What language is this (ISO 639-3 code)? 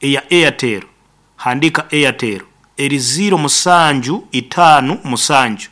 nyn